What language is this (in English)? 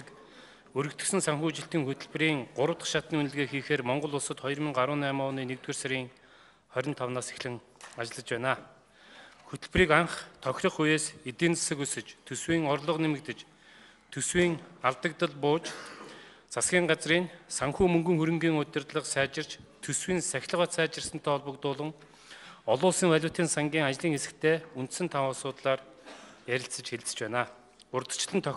Mongolian